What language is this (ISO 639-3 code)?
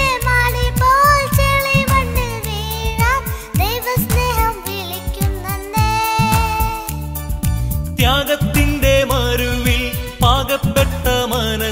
mal